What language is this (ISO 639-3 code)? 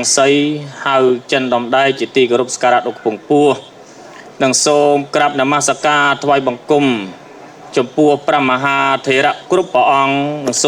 khm